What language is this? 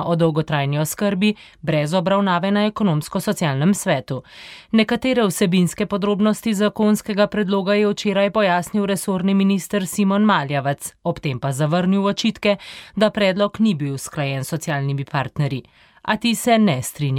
Slovenian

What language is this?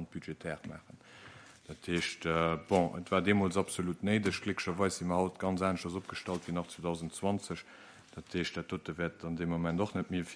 Luxembourgish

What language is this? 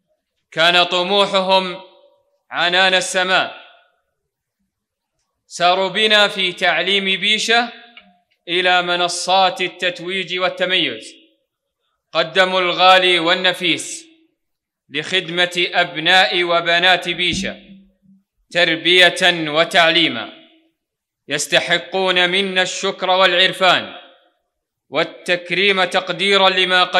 Arabic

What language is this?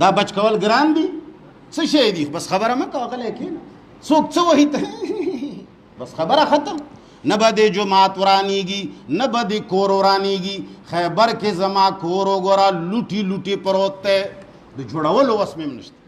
Pashto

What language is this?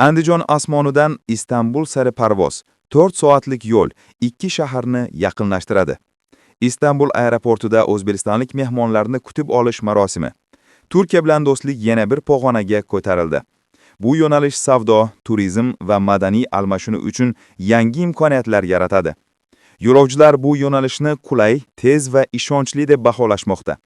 Uzbek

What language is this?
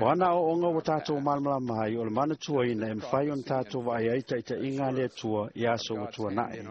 Samoan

